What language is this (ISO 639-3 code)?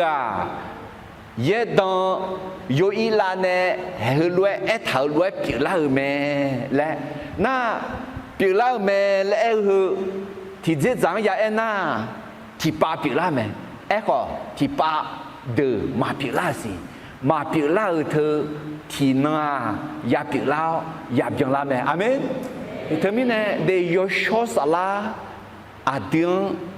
ahk